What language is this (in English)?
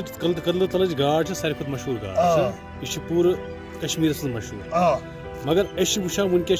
Kashmiri